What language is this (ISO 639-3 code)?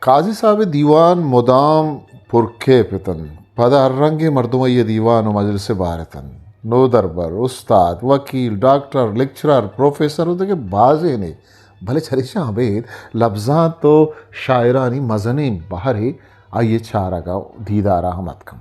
bgp